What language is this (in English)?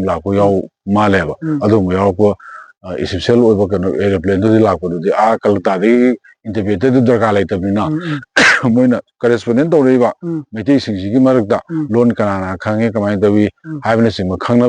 Manipuri